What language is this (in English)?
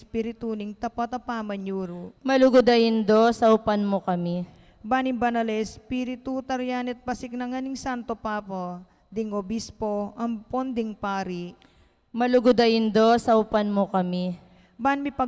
Pampanga